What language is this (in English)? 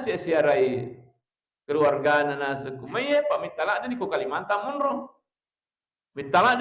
Buginese